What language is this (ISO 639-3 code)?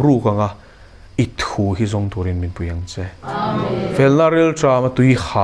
lus